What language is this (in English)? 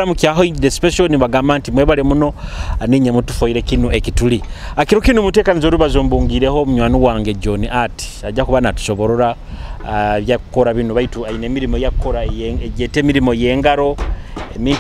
Nyoro